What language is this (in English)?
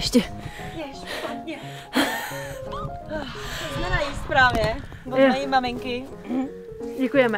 Czech